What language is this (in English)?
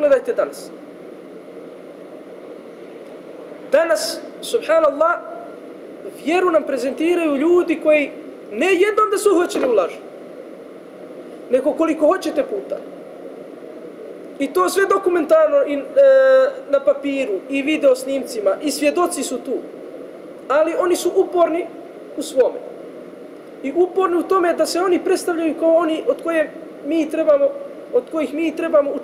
Bosnian